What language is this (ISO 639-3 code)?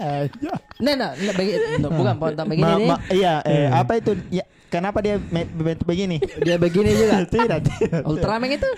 mfp